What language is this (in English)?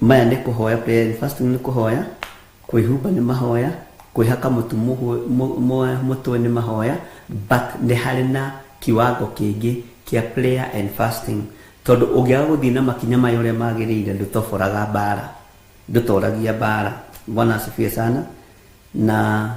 Kikuyu